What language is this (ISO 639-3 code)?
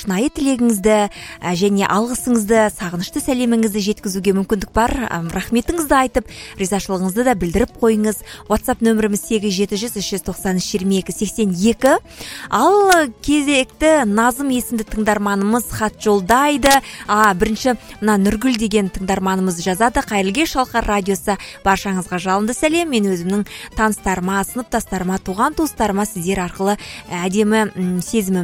kaz